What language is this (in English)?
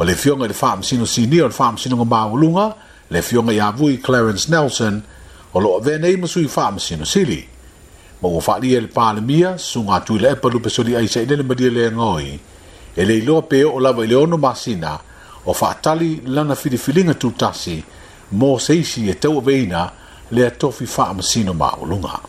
Samoan